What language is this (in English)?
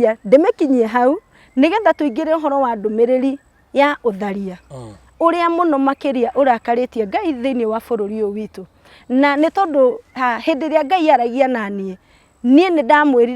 Kikuyu